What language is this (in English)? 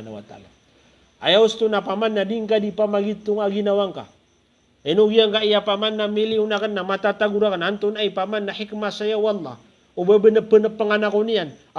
Maranao